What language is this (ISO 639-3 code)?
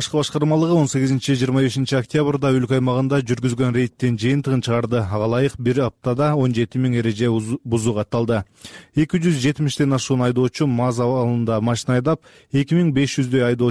kir